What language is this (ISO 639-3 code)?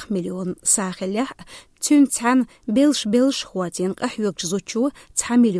che